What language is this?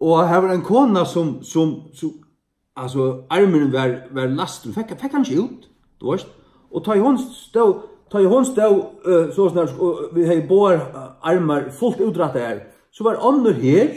Faroese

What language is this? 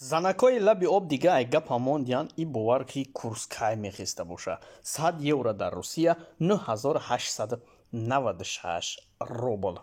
Tajik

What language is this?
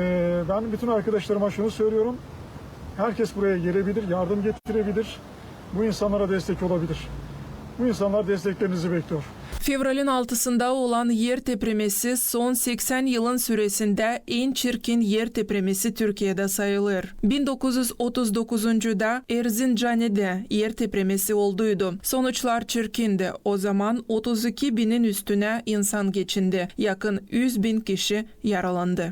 Gagauz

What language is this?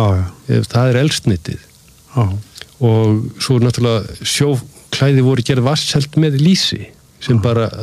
Icelandic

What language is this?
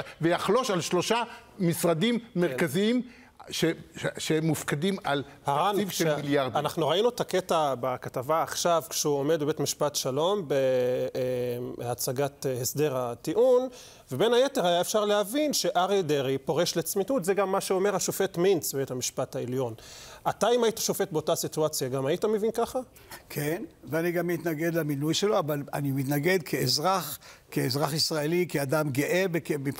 Hebrew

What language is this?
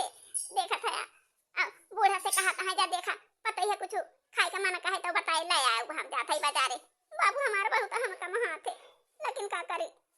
Awadhi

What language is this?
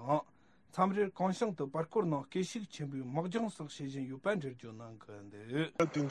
Tibetan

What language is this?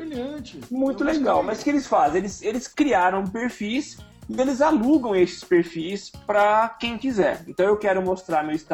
Portuguese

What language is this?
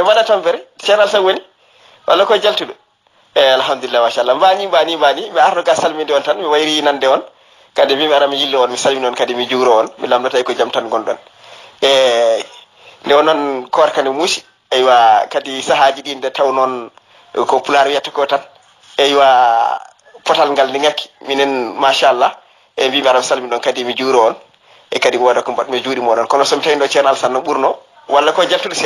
Fula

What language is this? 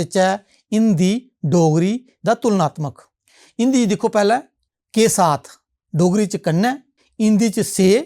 Dogri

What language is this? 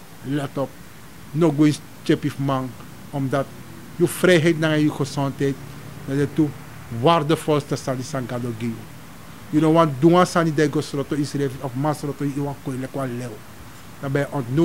Sranan Tongo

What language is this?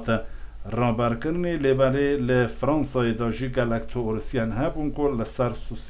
Kurdish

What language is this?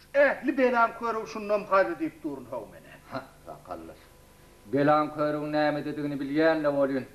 Turkmen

